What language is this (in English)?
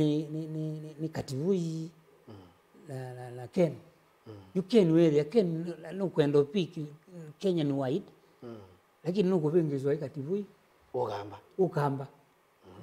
Kamba